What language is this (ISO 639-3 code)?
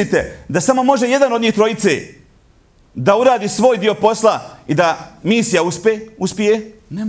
bos